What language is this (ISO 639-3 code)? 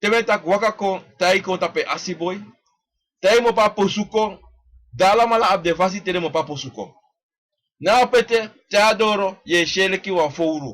srn